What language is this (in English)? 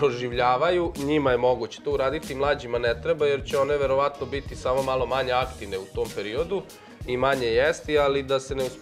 Serbian